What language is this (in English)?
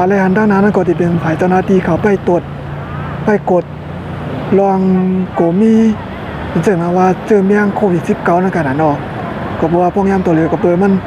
Shan